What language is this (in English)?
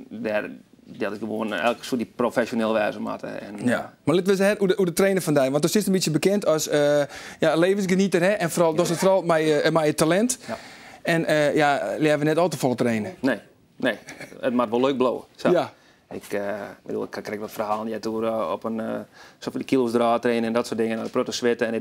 Western Frisian